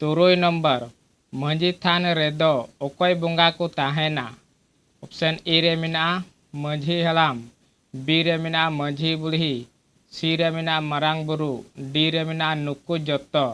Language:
Santali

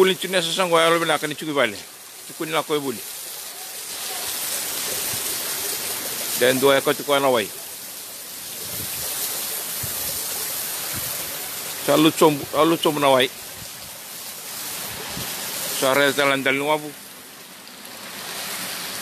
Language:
Malay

